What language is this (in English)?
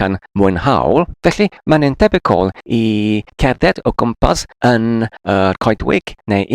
Welsh